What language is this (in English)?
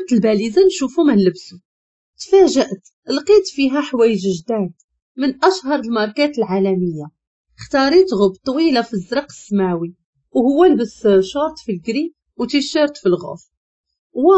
Moroccan Arabic